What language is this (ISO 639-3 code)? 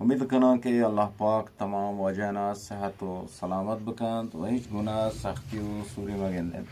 bgp